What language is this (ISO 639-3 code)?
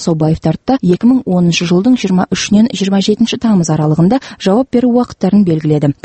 kaz